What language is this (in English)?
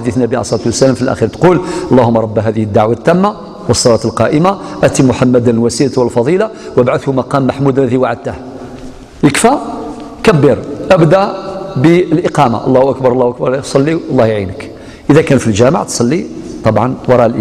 Algerian Arabic